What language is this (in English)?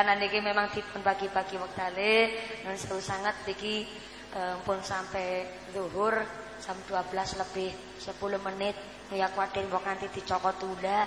Javanese